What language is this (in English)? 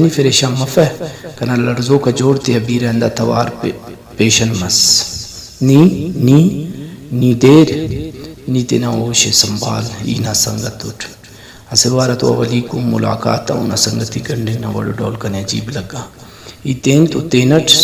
Brahui